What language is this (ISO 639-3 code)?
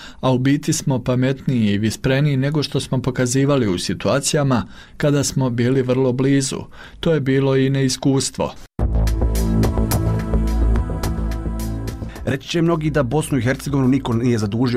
bos